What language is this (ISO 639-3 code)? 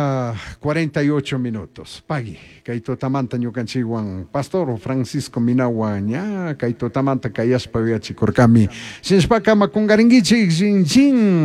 qug